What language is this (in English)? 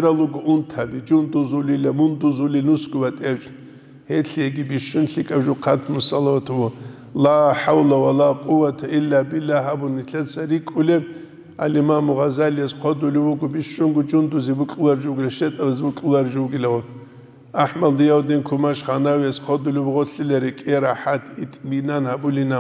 Avaric